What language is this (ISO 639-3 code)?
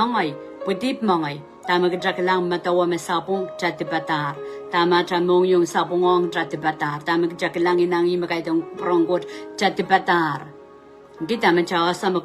pon